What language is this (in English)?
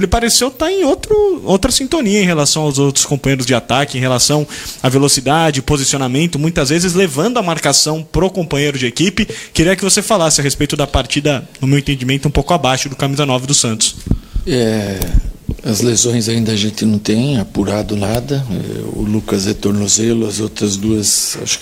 Portuguese